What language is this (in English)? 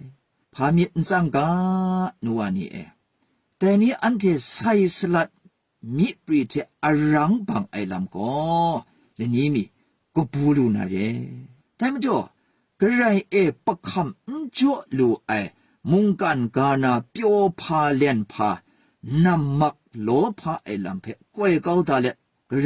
Kachin